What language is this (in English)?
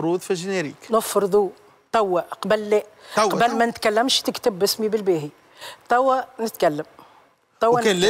Tunisian Arabic